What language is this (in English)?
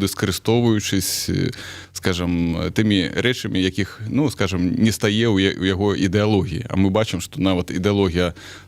Belarusian